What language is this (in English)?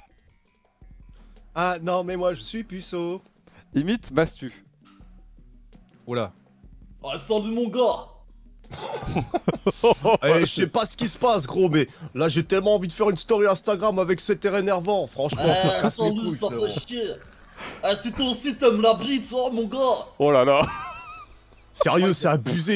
French